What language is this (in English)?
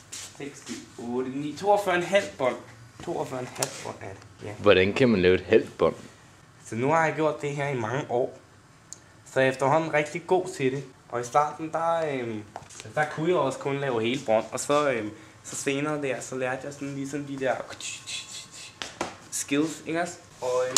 Danish